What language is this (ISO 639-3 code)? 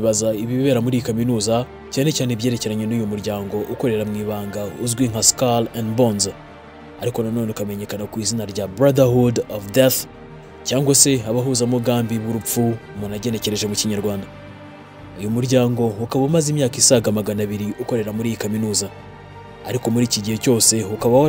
kin